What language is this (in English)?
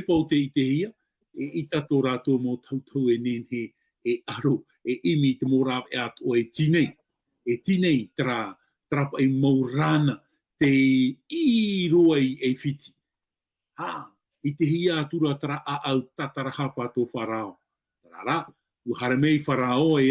Tahitian